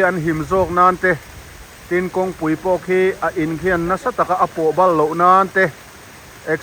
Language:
Mizo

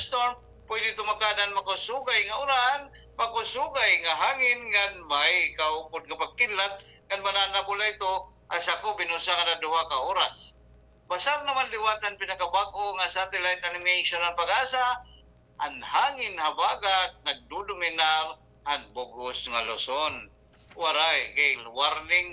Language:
Waray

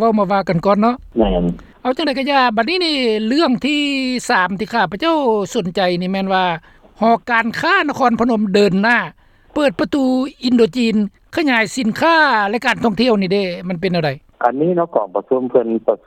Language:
Lao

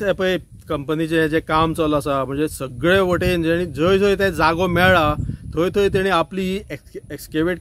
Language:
Konkani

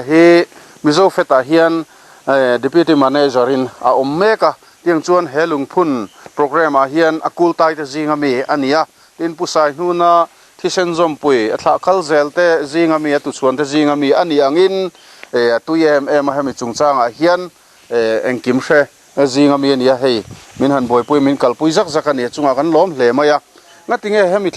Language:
Mizo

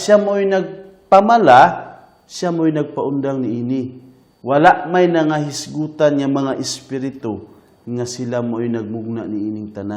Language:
Cebuano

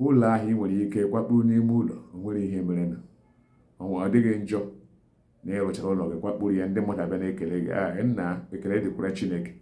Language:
Igbo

